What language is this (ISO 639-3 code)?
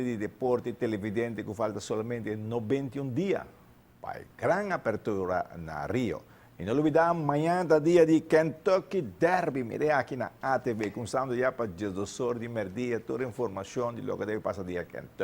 pap